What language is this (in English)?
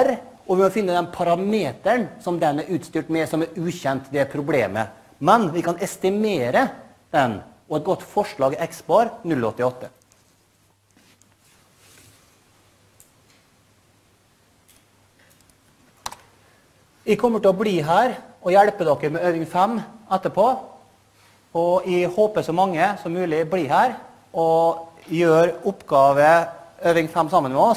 Norwegian